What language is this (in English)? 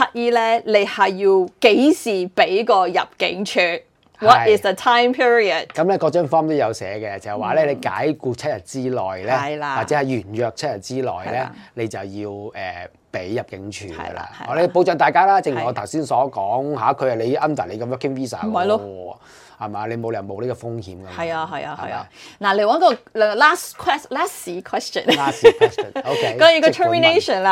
Cantonese